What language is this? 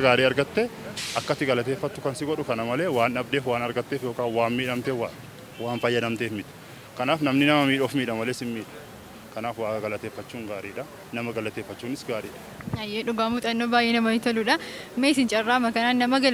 Oromo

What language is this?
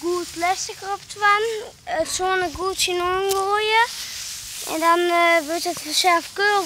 Western Frisian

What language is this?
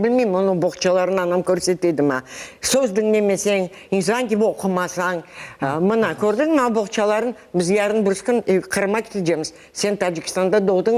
Crimean Tatar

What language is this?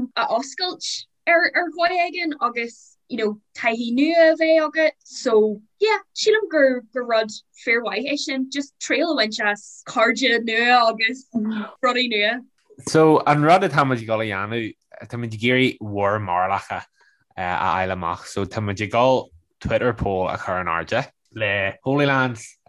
Irish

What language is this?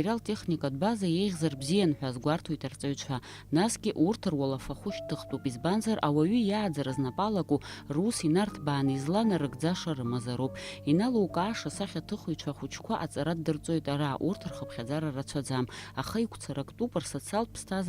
Abkhazian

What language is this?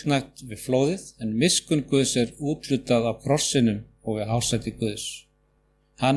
Icelandic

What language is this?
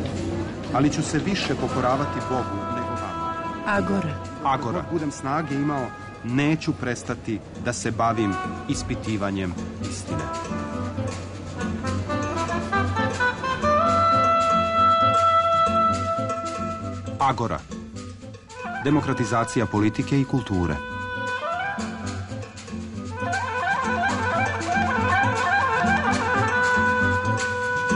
Serbian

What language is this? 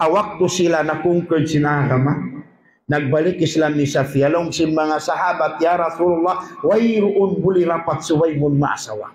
Tausug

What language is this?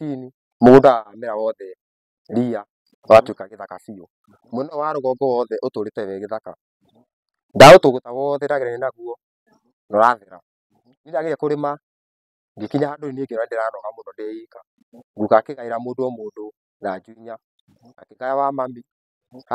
Kikuyu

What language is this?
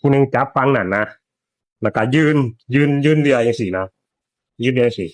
Northeastern Thai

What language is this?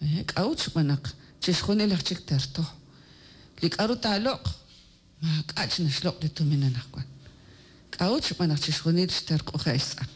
Kekchí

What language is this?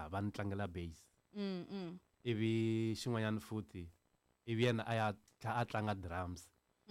Tsonga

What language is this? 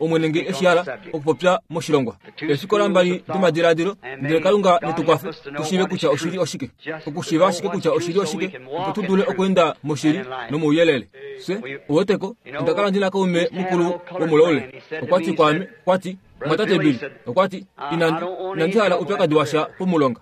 Kuanyama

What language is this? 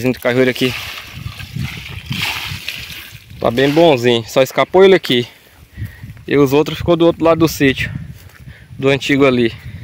Portuguese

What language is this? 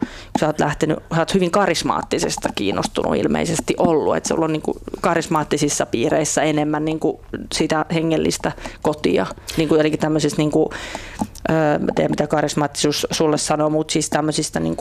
Finnish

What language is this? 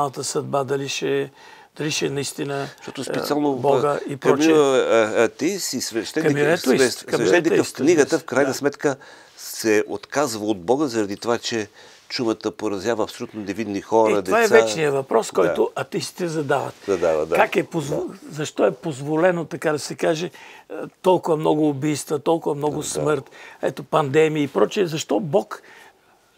Bulgarian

